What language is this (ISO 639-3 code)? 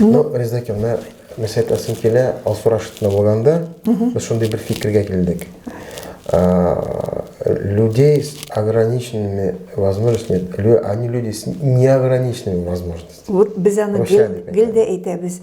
tat